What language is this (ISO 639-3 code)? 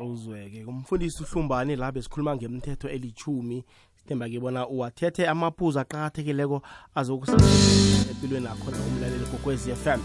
nbl